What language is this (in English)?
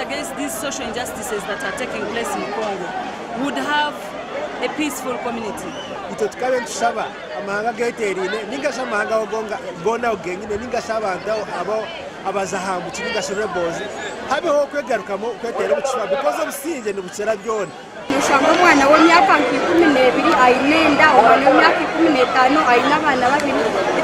Nyankole